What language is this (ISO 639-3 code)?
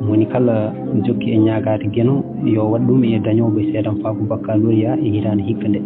ful